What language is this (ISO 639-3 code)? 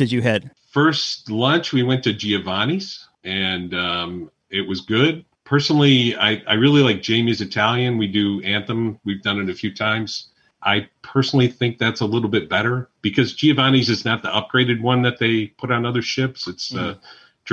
eng